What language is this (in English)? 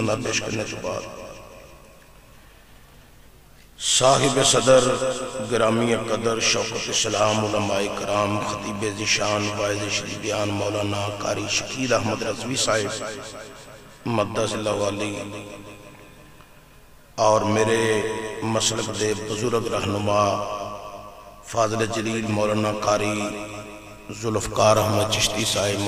Urdu